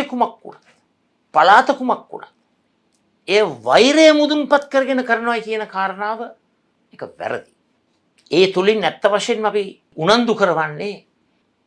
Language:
Sinhala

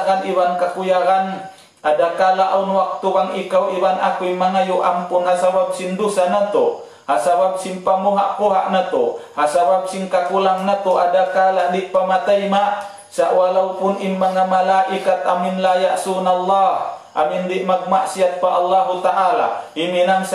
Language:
Tausug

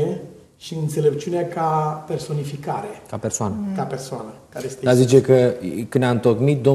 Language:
Romanian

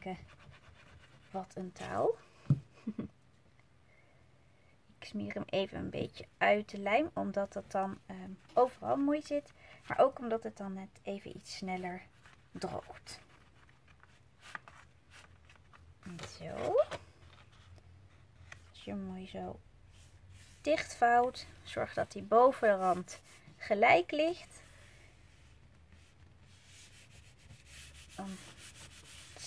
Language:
Dutch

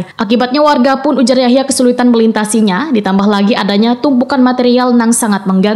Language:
Banjar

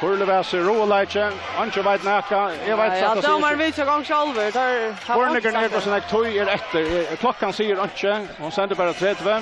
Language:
Faroese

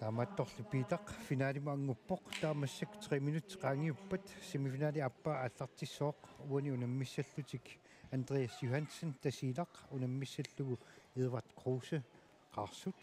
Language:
Kalaallisut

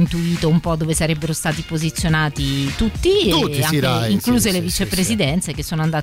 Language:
Italian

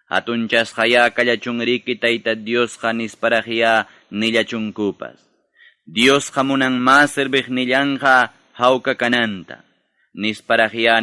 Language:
Ayacucho Quechua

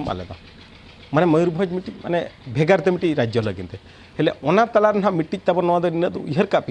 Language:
Santali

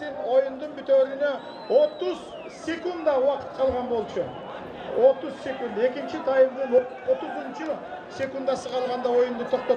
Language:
Kyrgyz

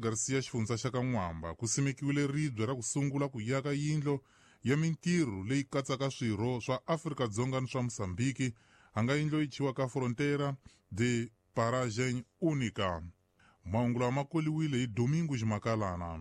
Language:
Tsonga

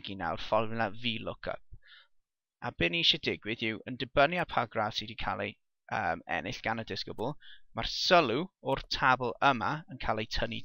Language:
Welsh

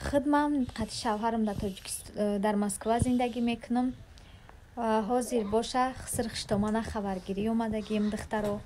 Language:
Tajik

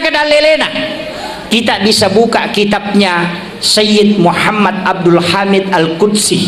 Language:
Buginese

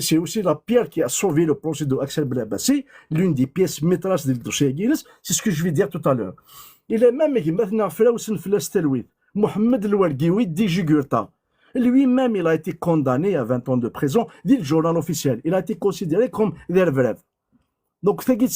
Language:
Kabyle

